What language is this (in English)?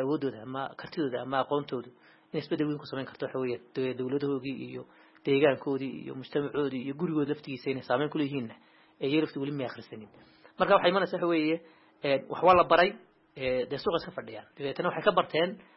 Somali